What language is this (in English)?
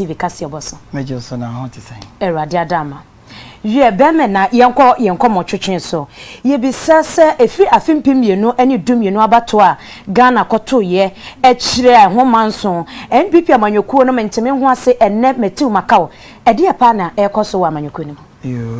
Akan